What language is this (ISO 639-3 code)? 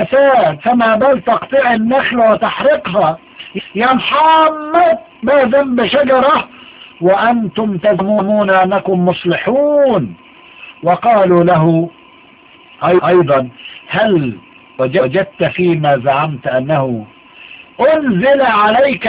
ara